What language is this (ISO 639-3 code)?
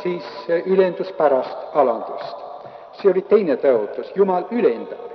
est